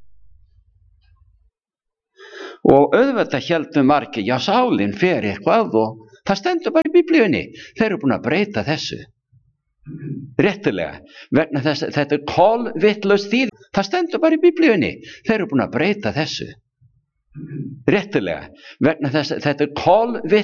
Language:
Icelandic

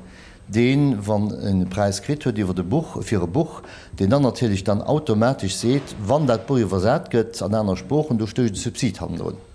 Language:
Luxembourgish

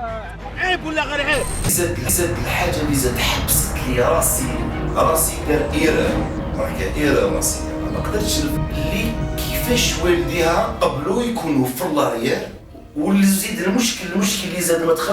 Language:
Algerian Arabic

